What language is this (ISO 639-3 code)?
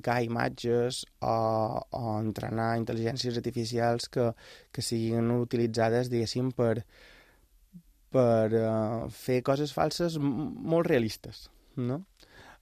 cat